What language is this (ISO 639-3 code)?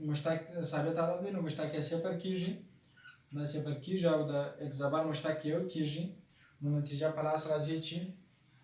pus